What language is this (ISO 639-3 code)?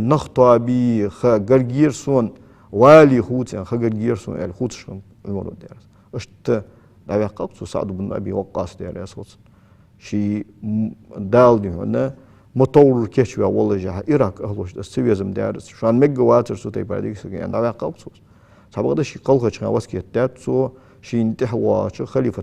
inh